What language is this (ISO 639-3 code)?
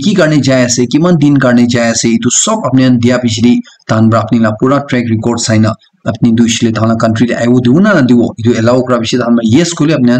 nag